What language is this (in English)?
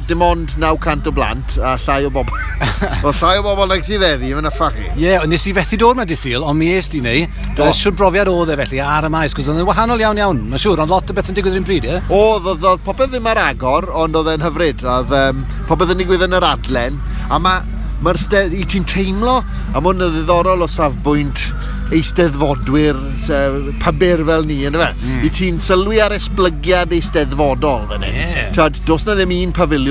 Welsh